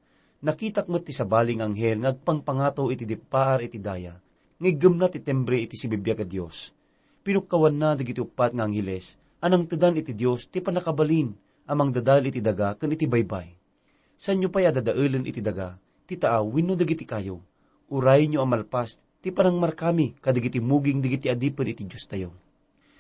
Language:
Iloko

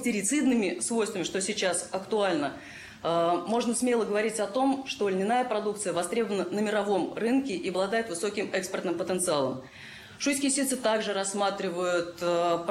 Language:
Russian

